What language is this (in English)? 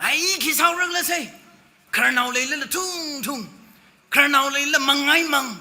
Tangkhul Naga (India)